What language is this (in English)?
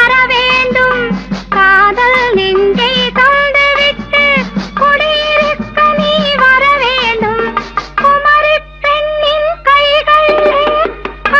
Tamil